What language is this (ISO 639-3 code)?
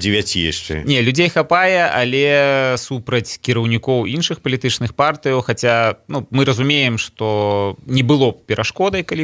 bel